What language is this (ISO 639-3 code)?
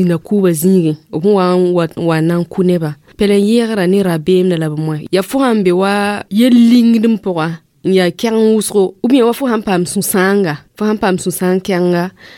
mos